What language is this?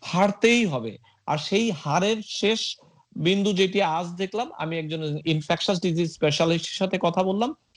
Bangla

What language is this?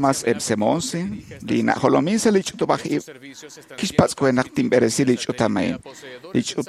Kekchí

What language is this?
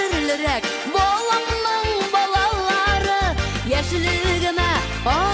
Tatar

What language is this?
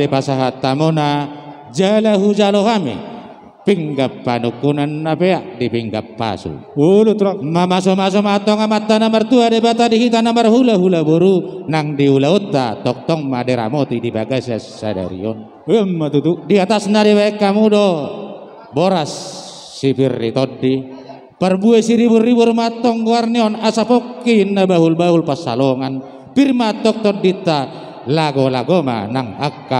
Batak Toba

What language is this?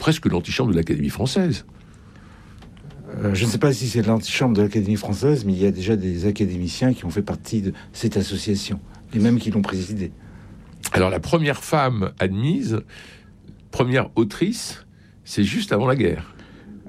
French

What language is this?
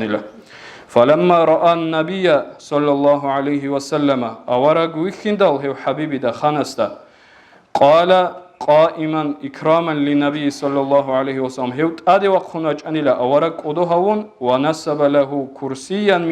Avaric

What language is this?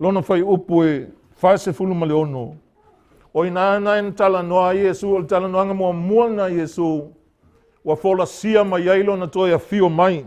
Samoan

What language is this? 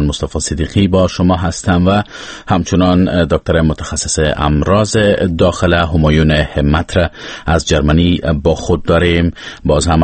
Persian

